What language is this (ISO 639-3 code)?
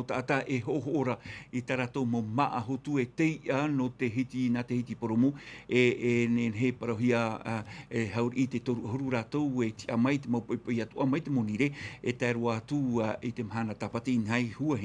tah